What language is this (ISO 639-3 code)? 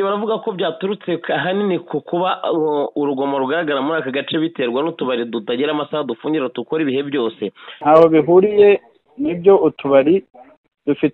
kin